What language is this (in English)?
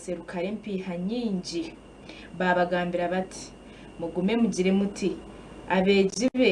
Nyankole